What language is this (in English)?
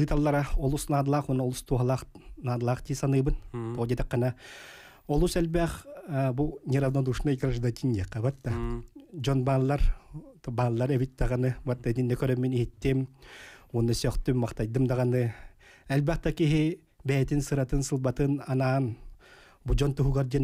Yakut